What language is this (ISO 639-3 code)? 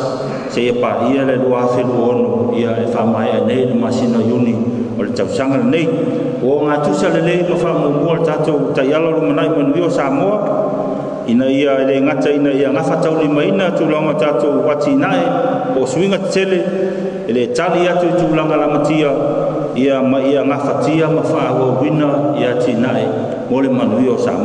smo